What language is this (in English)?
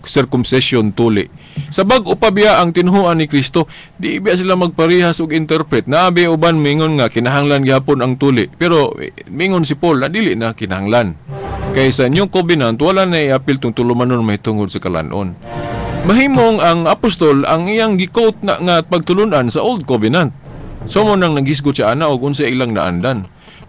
Cebuano